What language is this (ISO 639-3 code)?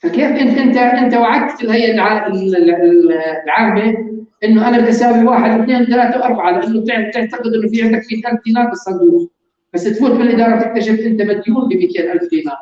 apc